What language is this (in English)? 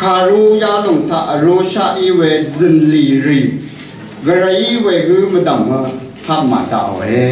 Rawang